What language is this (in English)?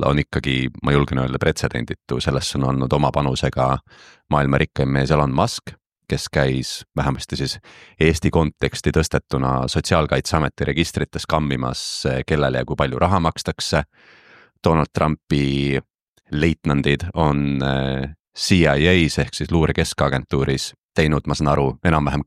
Estonian